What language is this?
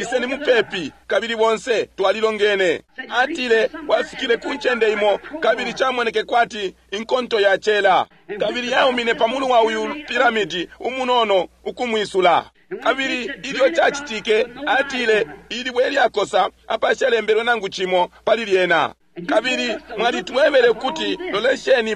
Bemba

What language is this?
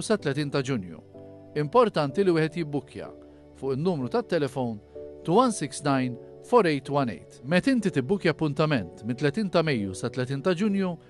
Maltese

